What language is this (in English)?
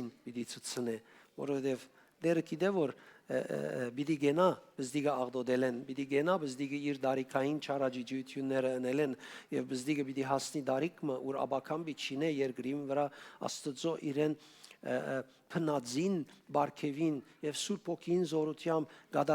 Western Armenian